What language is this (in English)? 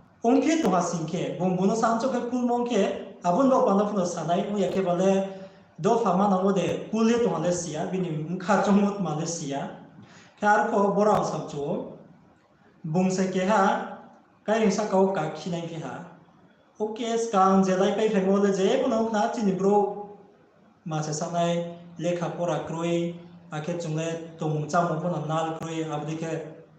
Riang (India)